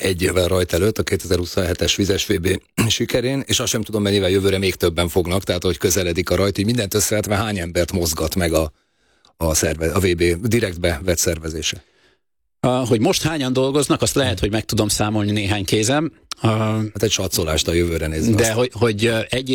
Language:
Hungarian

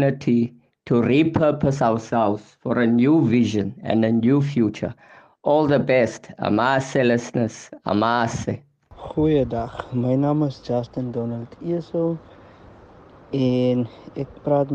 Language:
Afrikaans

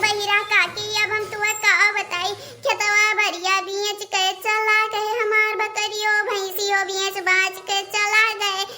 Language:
Awadhi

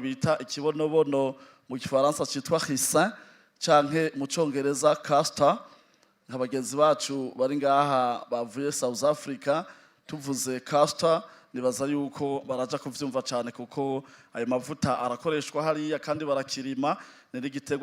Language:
Rundi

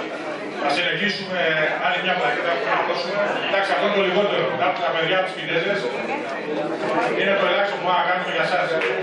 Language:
Greek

